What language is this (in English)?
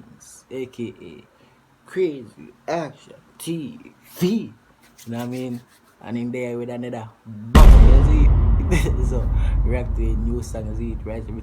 Jamaican Creole English